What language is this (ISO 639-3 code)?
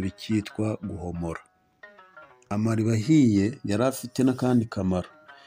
kin